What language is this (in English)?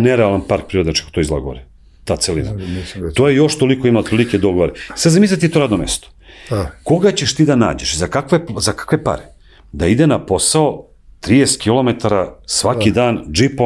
Serbian